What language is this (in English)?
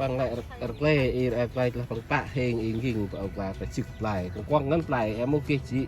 Central Mnong